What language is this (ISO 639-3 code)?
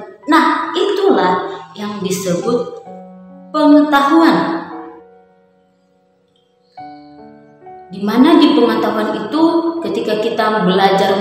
ind